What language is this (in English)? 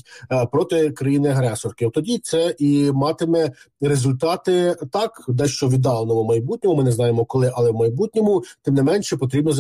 Ukrainian